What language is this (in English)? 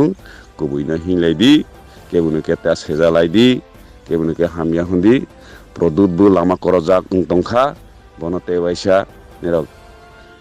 Riang (India)